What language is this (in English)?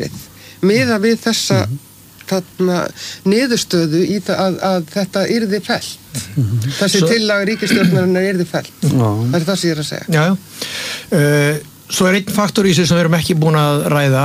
Icelandic